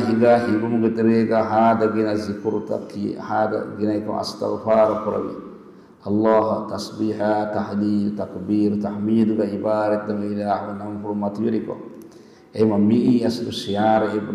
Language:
Divehi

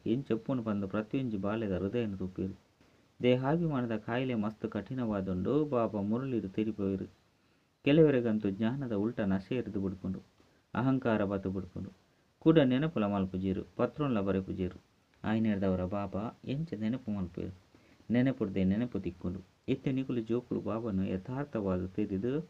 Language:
Tulu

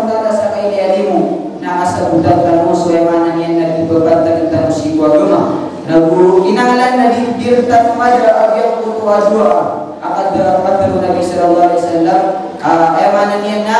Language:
Maranao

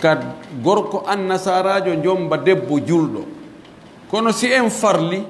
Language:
Pular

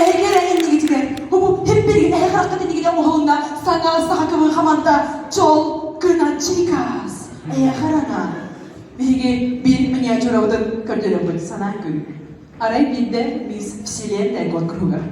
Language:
Yakut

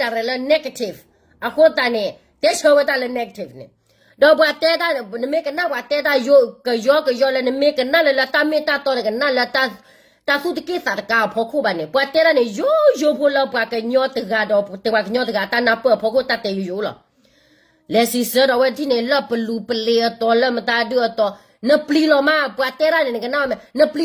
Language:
S'gaw Karen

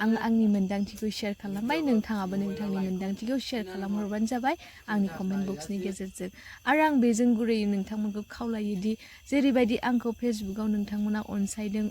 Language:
Bodo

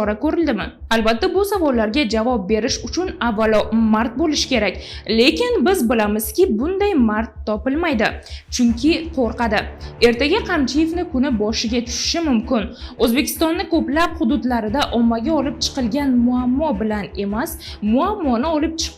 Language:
Uzbek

